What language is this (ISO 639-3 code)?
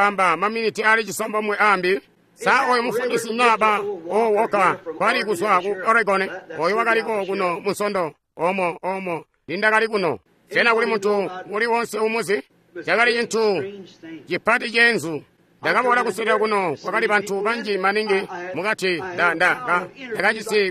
toi